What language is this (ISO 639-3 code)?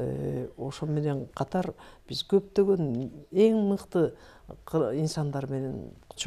kir